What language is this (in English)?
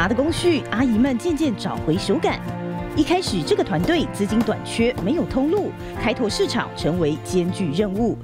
Chinese